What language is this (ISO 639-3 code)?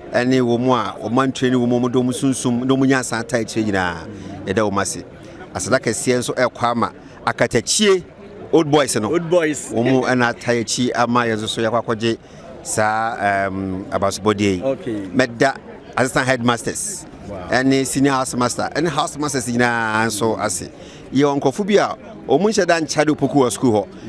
aka